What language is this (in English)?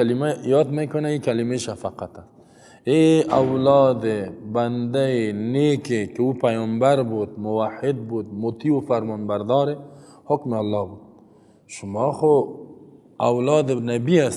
Persian